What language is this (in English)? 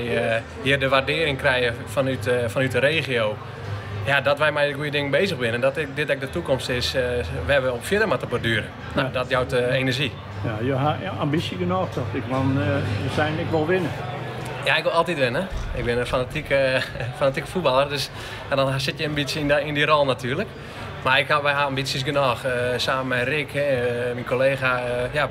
Western Frisian